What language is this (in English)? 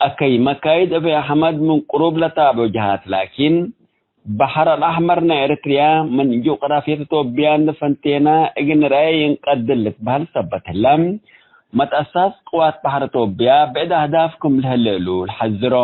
Tigre